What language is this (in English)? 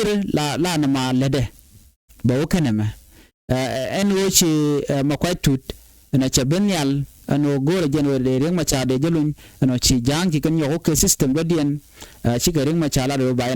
Nuer